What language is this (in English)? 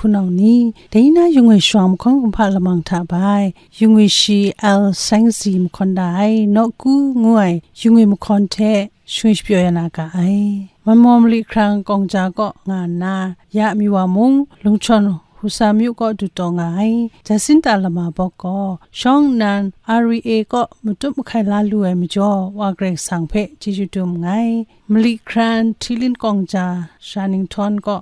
Kachin